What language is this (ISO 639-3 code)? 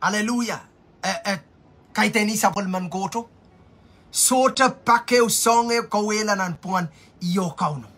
pon